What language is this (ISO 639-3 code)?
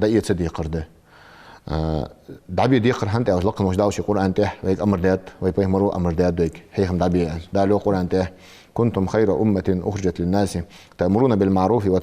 inh